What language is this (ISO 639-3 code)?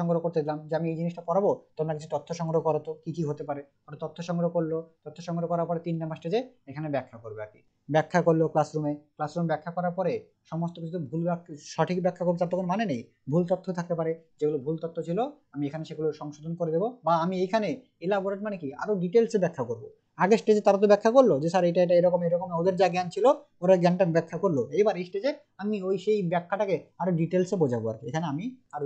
ben